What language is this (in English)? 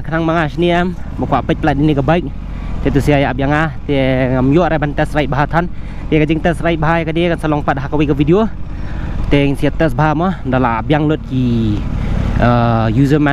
Khasi